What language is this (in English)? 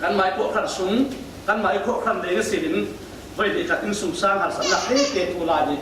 Falam Chin